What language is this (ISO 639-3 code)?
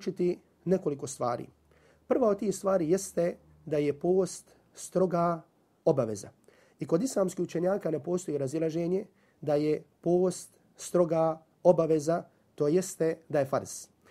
bos